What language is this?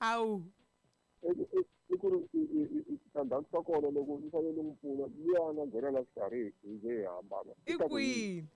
Tsonga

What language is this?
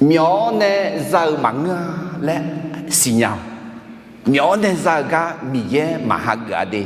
Akha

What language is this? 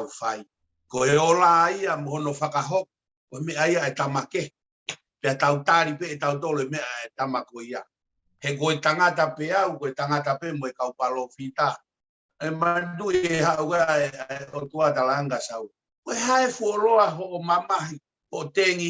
Tongan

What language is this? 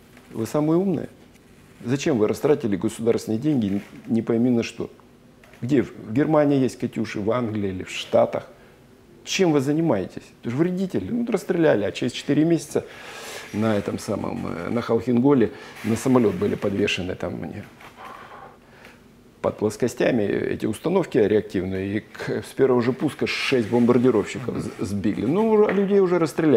Russian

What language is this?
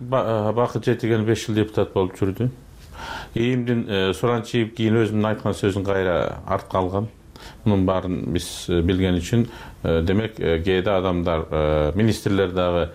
Kyrgyz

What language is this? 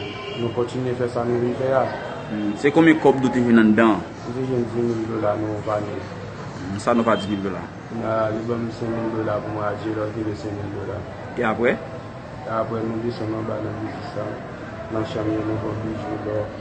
Haitian Creole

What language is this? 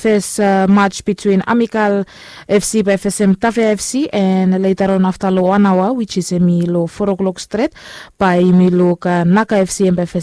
Bislama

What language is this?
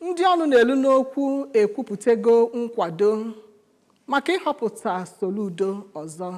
Igbo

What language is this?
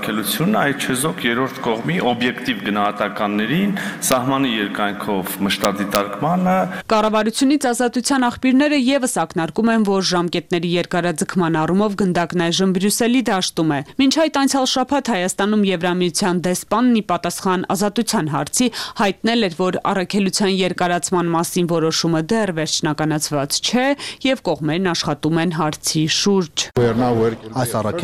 Armenian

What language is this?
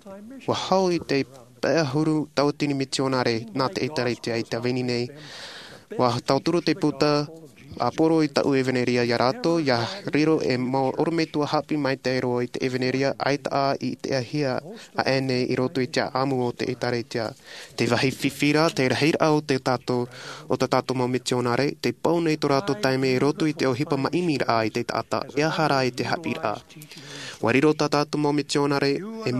Tahitian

